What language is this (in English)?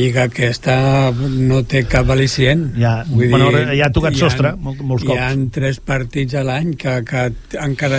Catalan